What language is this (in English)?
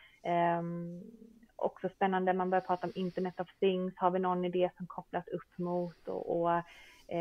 Swedish